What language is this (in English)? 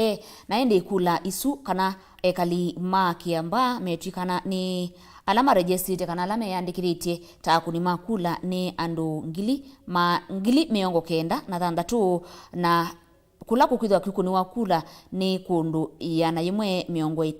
Kamba